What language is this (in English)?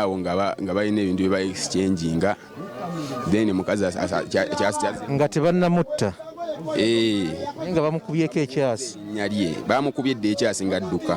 Ganda